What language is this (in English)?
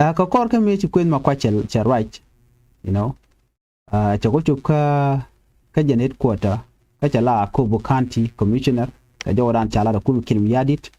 Nuer